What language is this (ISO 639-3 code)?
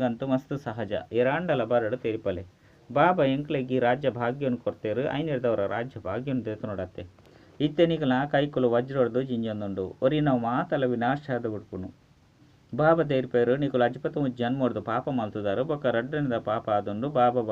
tcy